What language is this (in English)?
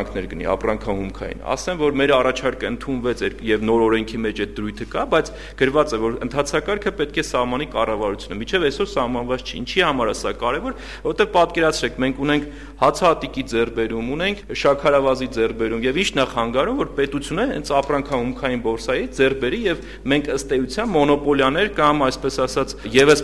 Armenian